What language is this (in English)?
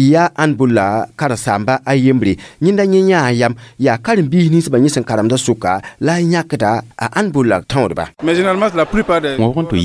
Mossi